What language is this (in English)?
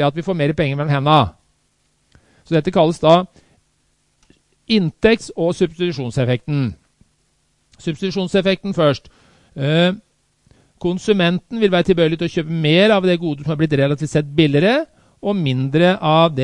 Norwegian